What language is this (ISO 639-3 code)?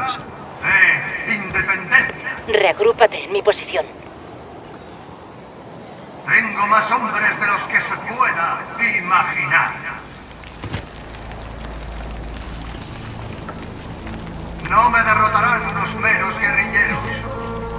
spa